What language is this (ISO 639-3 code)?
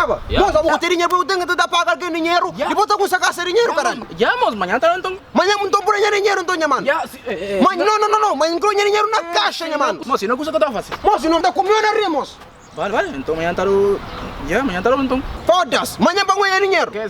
kea